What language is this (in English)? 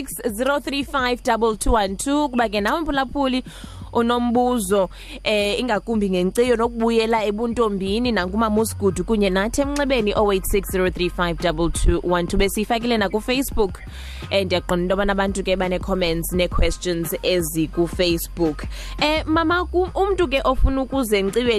Xhosa